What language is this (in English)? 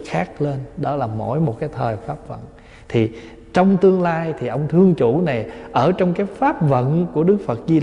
Vietnamese